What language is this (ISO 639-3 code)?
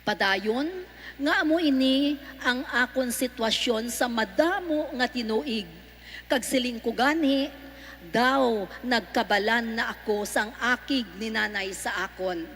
hil